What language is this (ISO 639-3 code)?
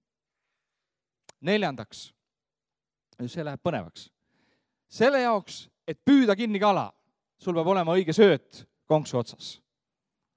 est